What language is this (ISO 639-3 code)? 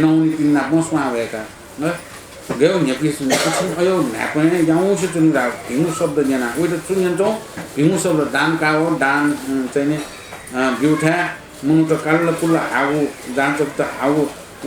new